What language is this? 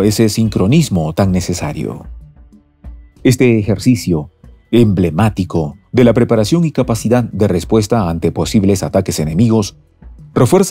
Spanish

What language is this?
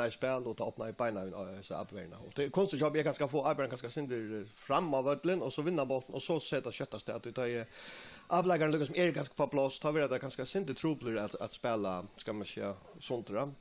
Faroese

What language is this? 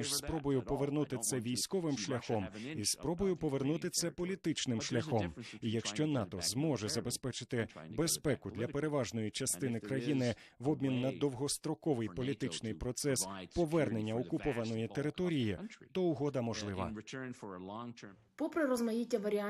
Ukrainian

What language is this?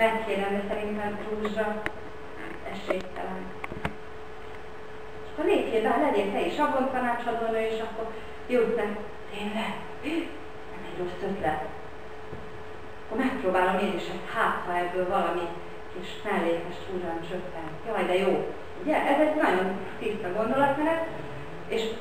Hungarian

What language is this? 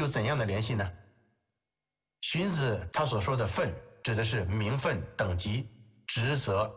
Chinese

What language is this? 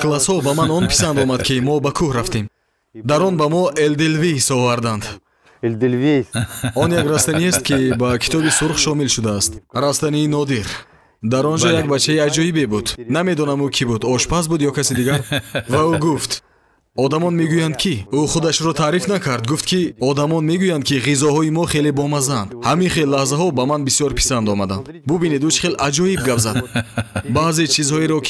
Tajik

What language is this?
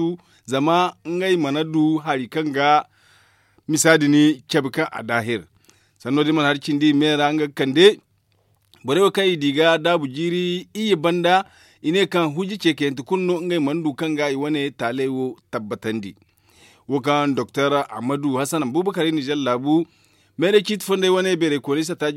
Zarma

